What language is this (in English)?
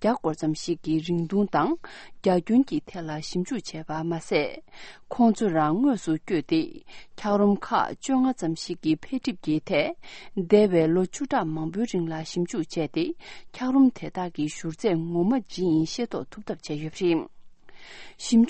Tibetan